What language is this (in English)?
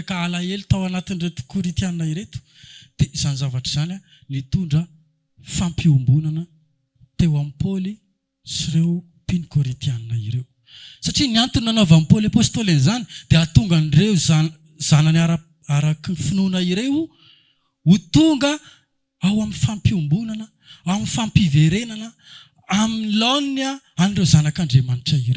Malagasy